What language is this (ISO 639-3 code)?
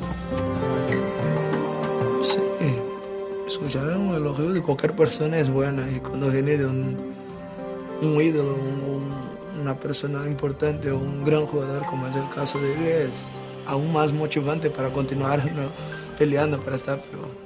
spa